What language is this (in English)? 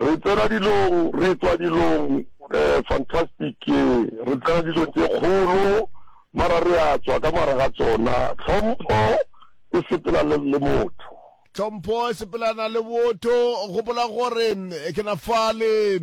Northern Sotho